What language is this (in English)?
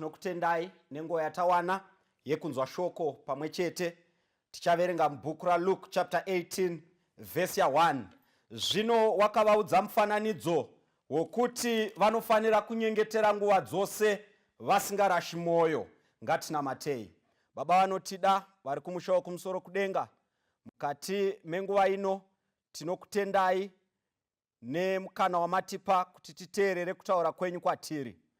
Shona